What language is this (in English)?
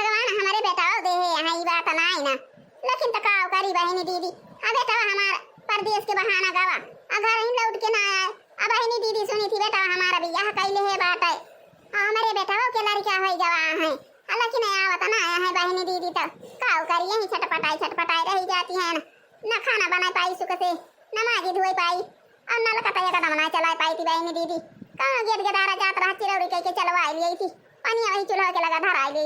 Awadhi